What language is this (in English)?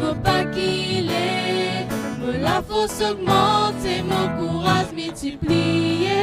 Morisyen